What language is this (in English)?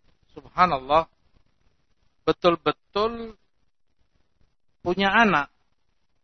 Indonesian